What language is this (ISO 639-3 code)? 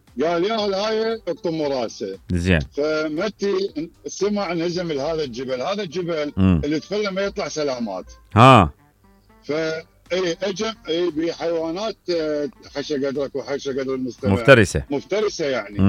acm